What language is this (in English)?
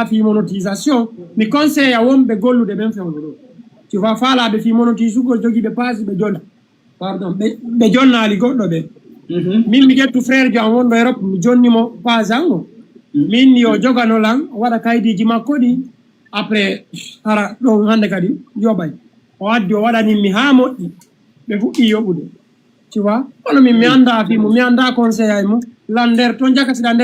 Fula